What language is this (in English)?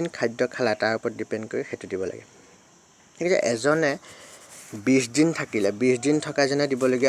Assamese